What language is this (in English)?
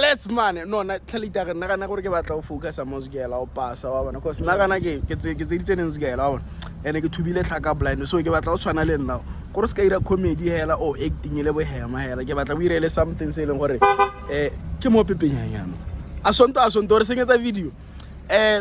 Tswana